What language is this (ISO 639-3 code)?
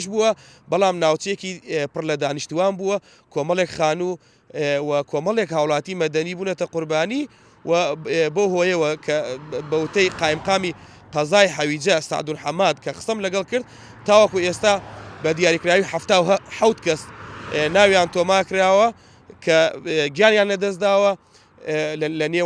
ckb